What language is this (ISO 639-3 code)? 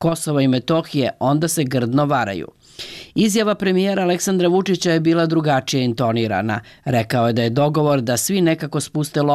srp